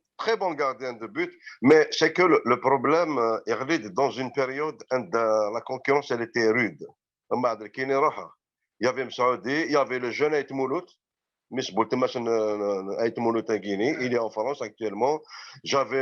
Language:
Kabyle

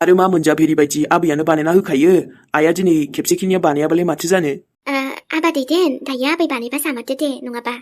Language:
Bodo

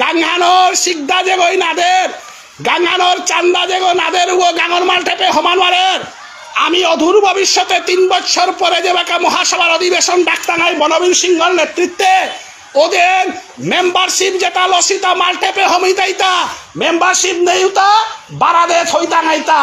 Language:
Bishnupriya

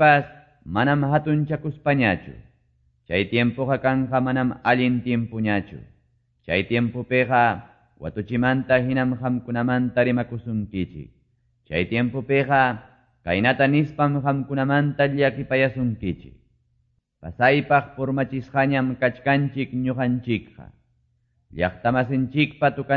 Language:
Quechua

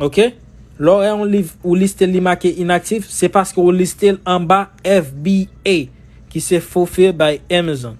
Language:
Haitian Creole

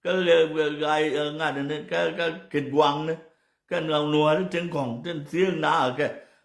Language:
Nuer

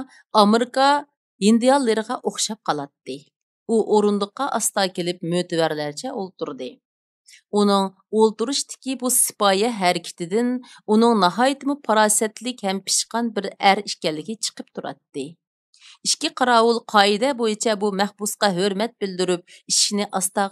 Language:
Uyghur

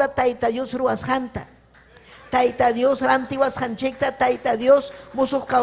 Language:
Ayacucho Quechua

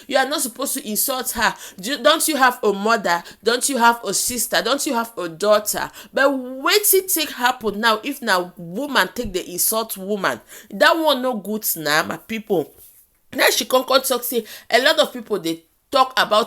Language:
Nigerian Pidgin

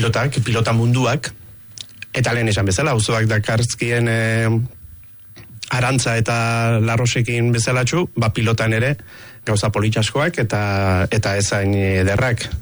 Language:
Basque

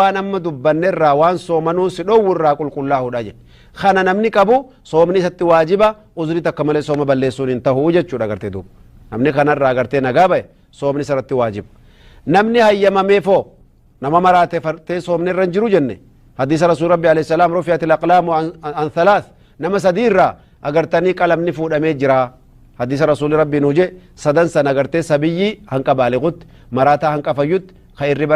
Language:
Oromo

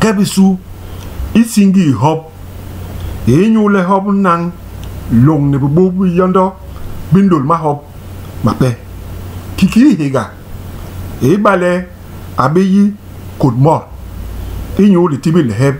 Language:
Basaa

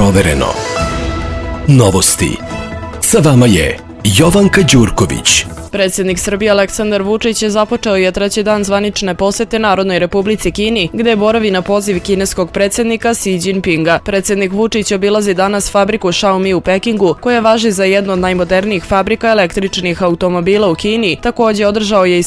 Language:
Serbian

